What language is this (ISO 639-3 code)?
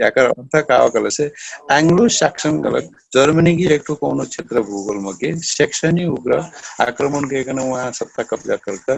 thl